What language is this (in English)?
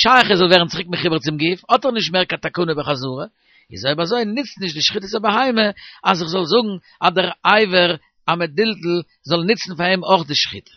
Yiddish